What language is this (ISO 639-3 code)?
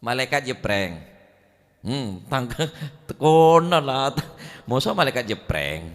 mad